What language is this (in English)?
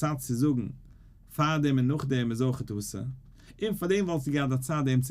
Yiddish